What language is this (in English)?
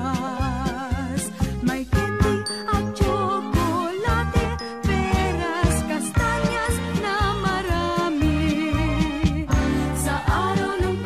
Filipino